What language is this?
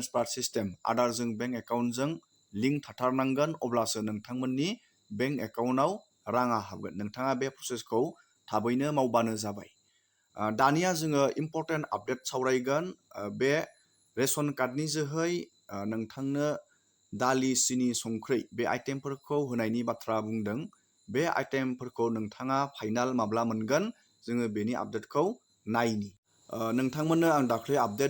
Bodo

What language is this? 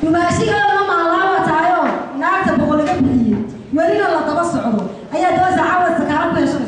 Somali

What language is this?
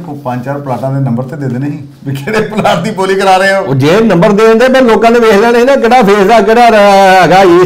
Punjabi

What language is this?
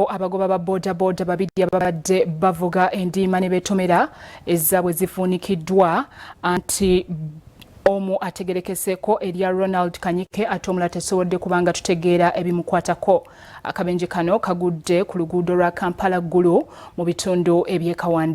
Ganda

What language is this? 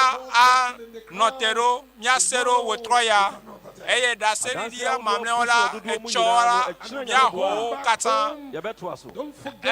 Ewe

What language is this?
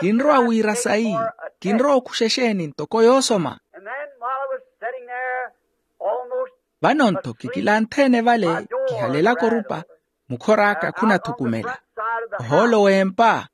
Makhuwa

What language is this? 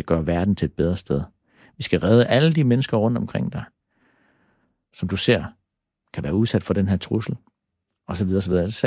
Danish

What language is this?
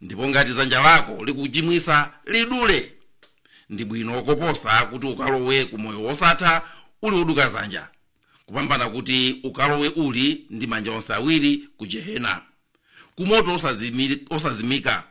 Nyanja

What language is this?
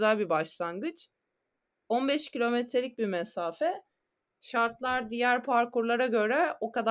Turkish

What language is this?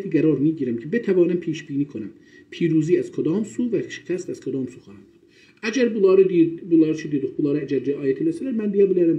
South Azerbaijani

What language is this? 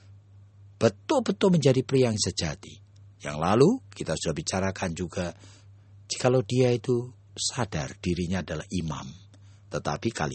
Indonesian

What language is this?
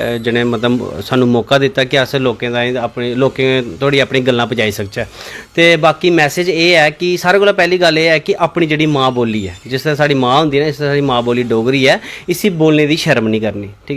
Dogri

